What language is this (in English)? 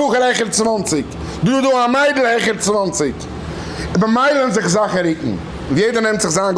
Yiddish